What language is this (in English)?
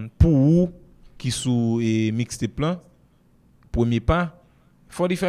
Haitian Creole